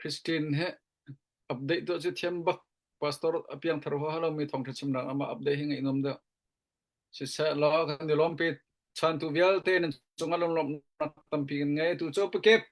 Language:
Hakha Chin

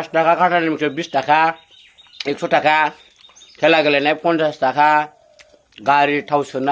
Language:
Bodo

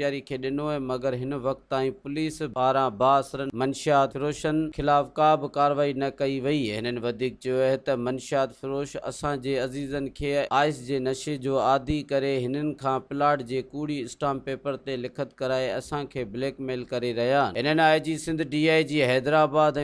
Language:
Sindhi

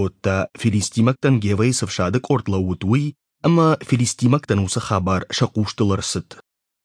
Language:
Ossetic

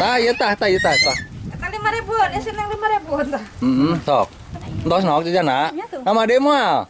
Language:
Sundanese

